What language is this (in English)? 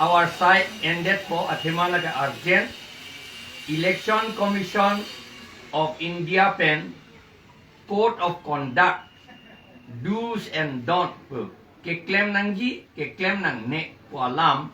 Karbi